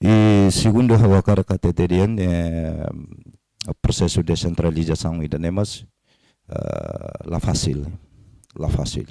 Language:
Tetum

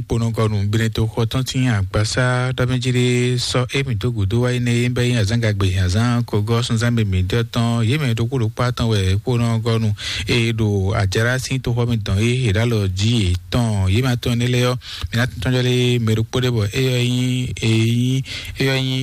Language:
Fon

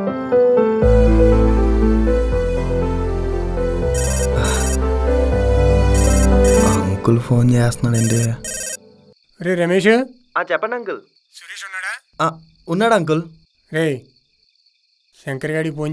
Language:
Telugu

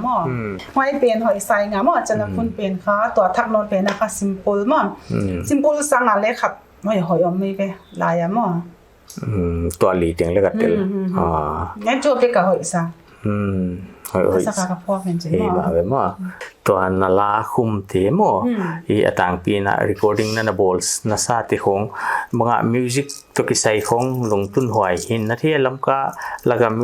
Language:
Paite Chin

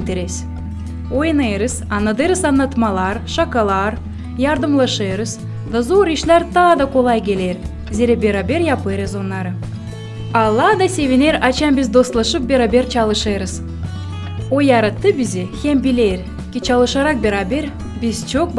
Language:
Gagauz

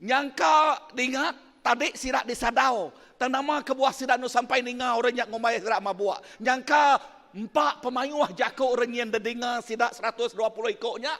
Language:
Iban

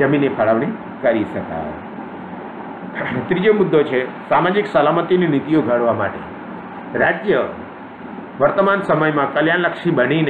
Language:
Gujarati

